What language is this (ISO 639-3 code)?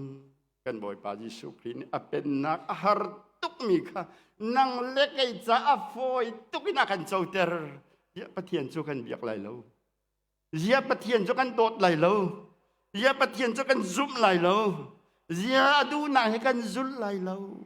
cnh